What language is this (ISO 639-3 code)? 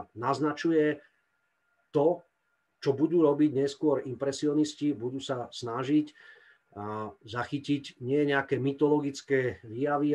slk